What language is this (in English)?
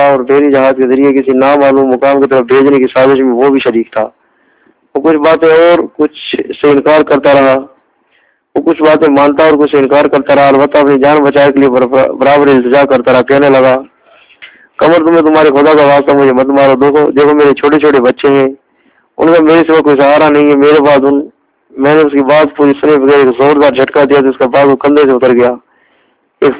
Urdu